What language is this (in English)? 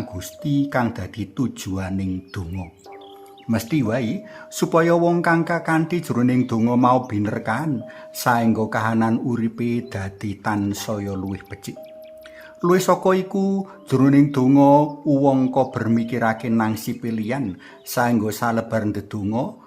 Javanese